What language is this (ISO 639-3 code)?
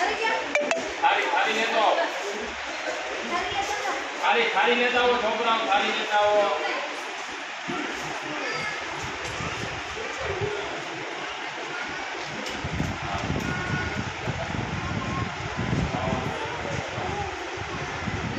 guj